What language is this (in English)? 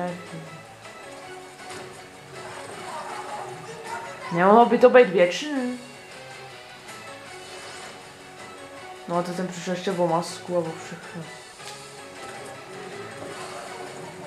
Czech